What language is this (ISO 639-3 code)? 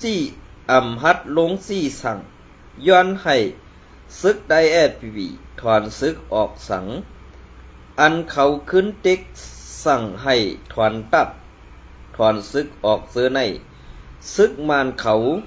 shn